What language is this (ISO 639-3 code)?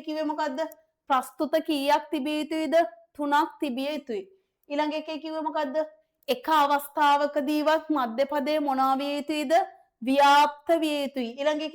sin